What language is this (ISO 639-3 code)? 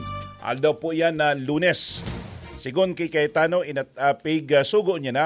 bik